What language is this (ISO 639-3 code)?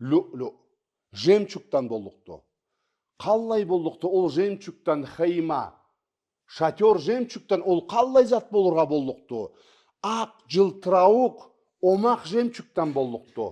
krc